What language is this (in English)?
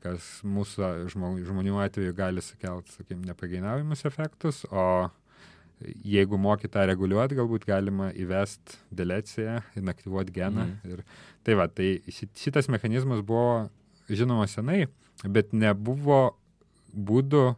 Lithuanian